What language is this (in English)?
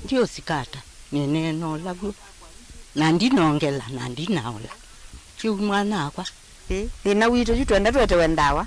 Kamba